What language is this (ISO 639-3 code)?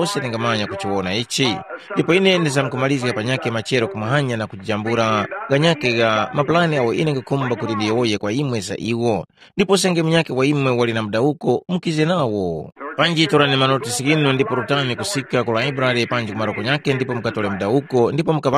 tum